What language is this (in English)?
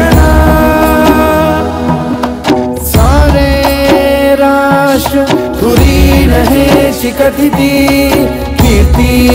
Marathi